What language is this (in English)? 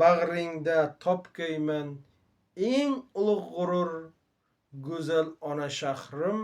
Uzbek